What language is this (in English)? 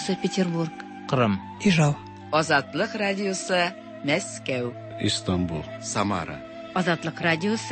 Tatar